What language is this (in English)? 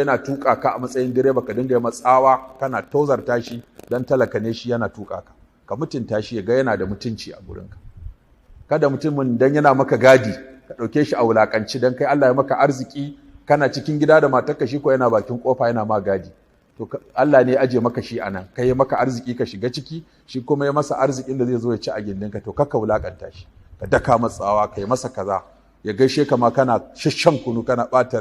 Hausa